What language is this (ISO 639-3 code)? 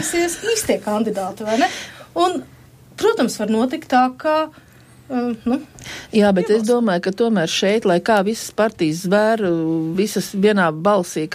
lav